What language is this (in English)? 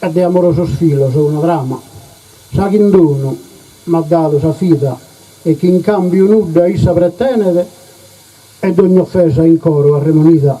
Sardinian